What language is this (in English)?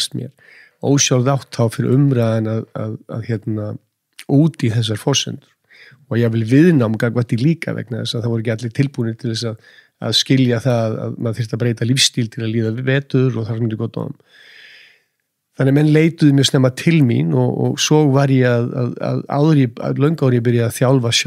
Icelandic